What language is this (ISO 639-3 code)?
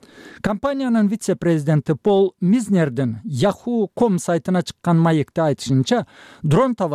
kir